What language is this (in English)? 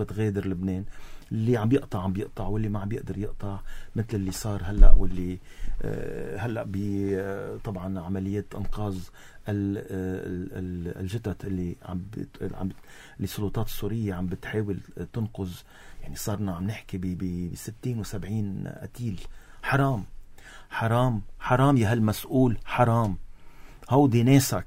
North Levantine Arabic